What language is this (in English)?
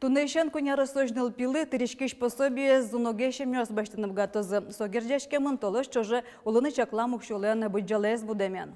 Udmurt